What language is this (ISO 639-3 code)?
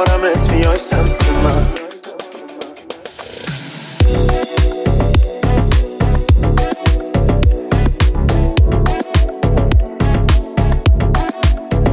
fas